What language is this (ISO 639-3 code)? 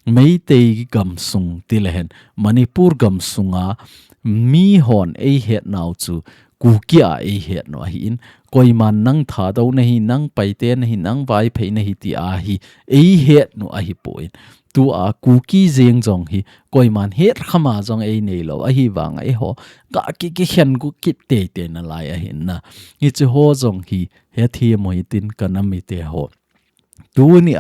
tcz